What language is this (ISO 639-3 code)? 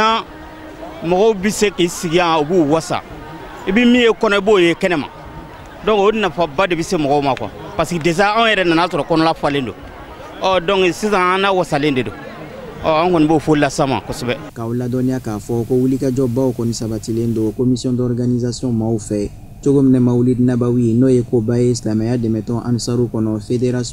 bam